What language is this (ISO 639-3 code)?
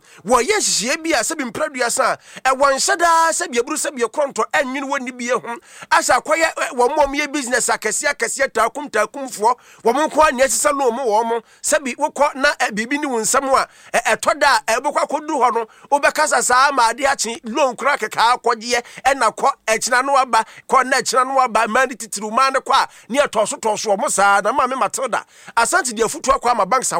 aka